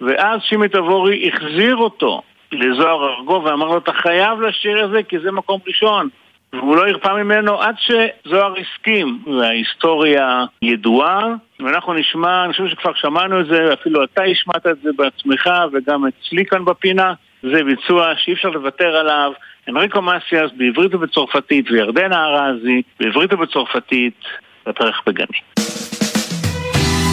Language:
Hebrew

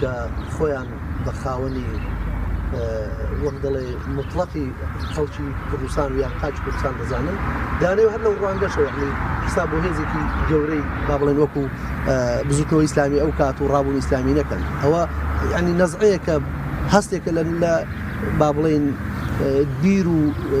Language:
Central Kurdish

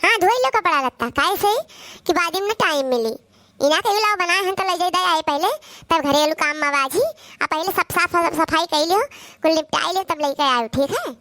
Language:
Awadhi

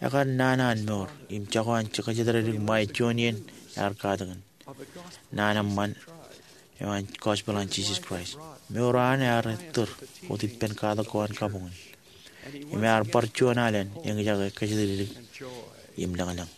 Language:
Marshallese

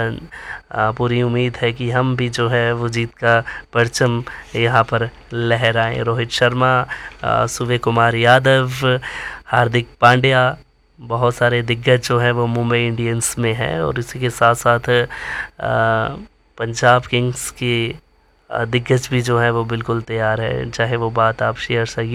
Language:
Hindi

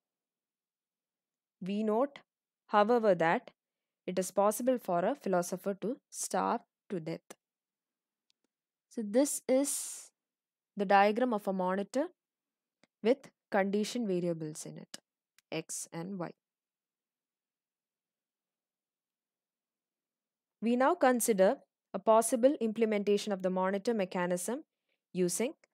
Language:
English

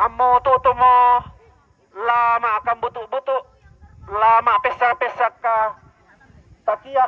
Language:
Toraja-Sa'dan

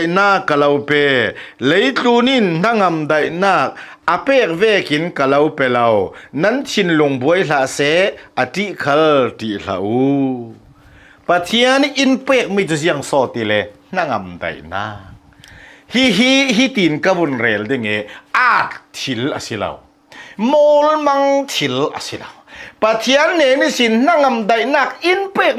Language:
Hakha Chin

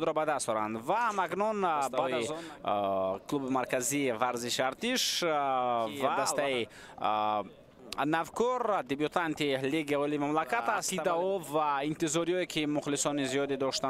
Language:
Tajik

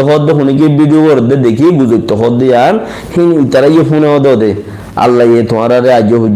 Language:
Rohingya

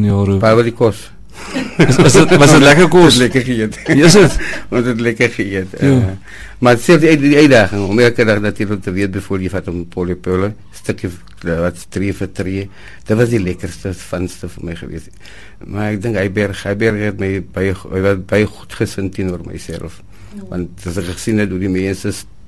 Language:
Afrikaans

